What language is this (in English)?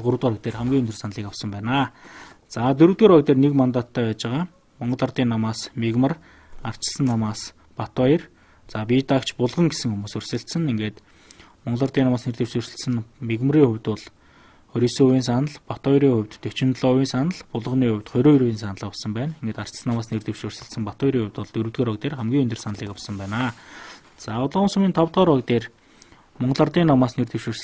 Mongolian